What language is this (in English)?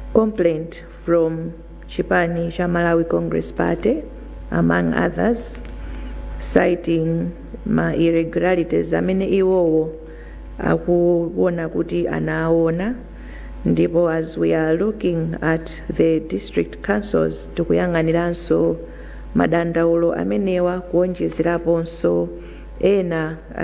Nyanja